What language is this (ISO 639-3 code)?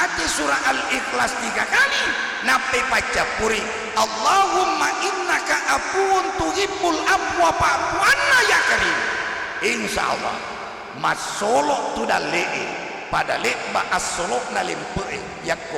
bug